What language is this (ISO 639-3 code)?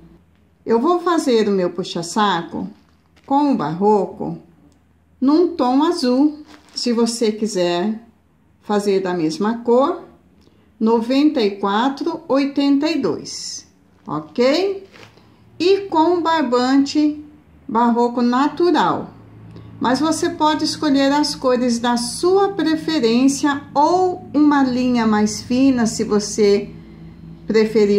por